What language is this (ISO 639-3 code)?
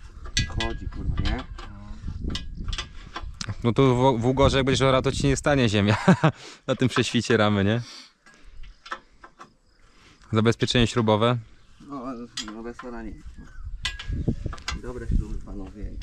pol